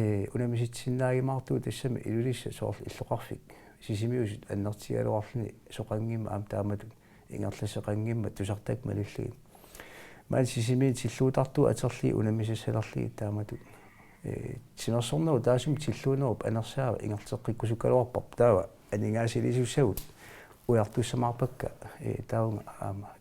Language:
Kalaallisut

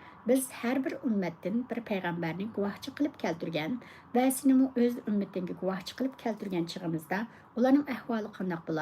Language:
Uyghur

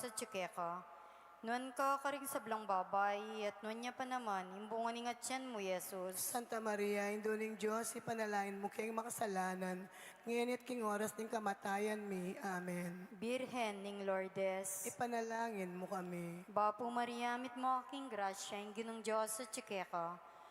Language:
Pampanga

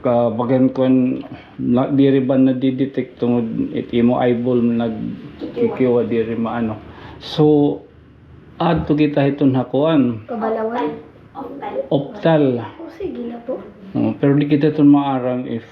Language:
Waray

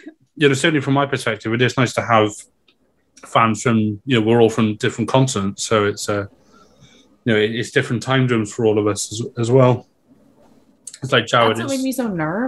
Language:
English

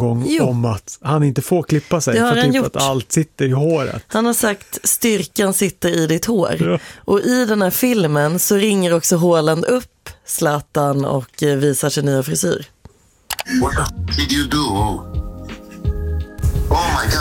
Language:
Swedish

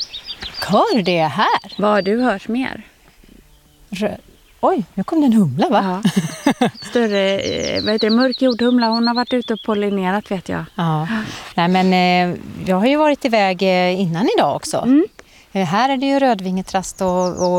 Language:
Swedish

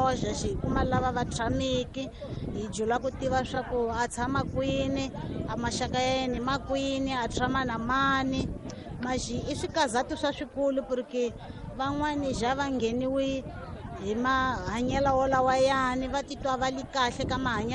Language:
Tsonga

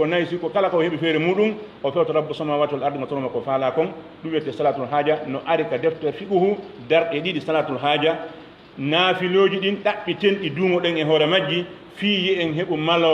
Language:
Fula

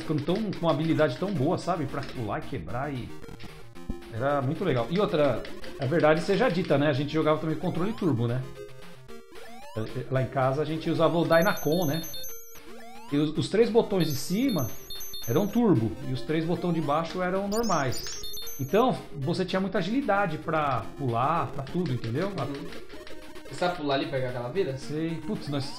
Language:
Portuguese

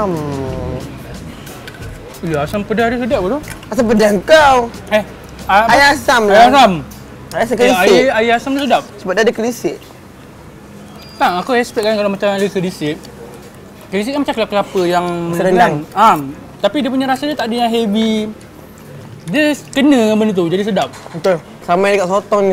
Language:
Malay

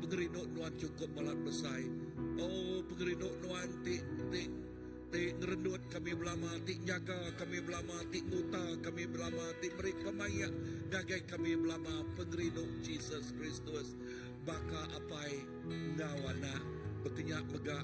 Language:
Iban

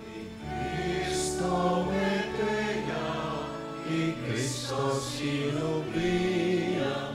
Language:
Pampanga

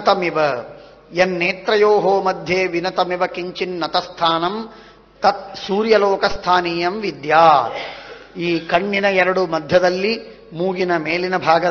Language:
Kannada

